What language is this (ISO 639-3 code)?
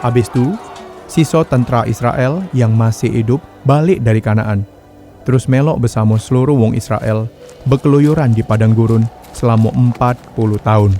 mui